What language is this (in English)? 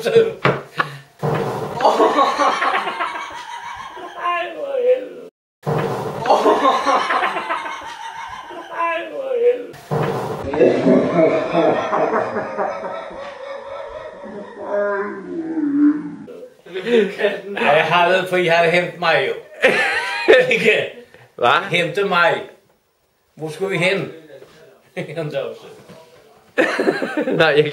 Danish